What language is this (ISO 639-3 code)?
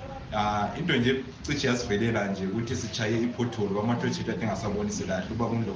nde